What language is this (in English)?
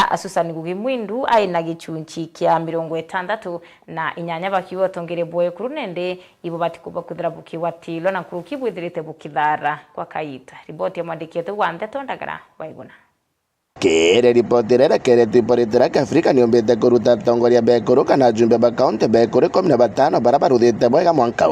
Meru